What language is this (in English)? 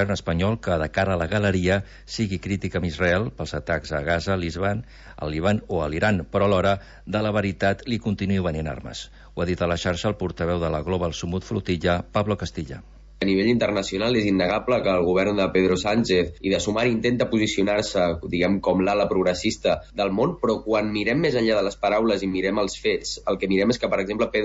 Catalan